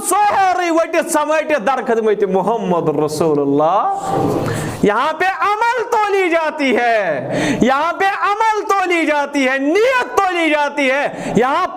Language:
Kashmiri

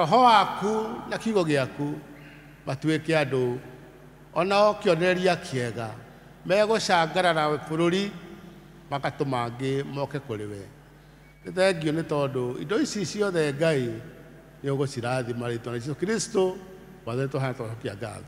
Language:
Kikuyu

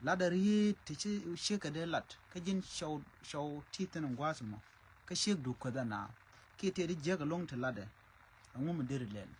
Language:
Nuer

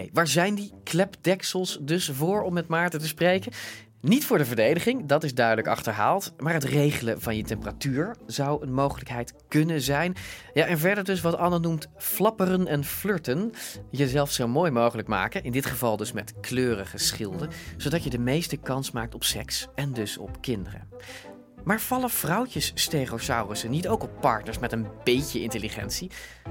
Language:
Dutch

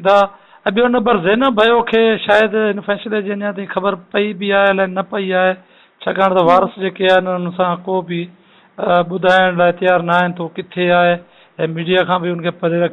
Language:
Sindhi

